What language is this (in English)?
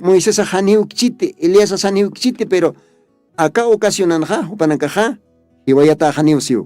Aymara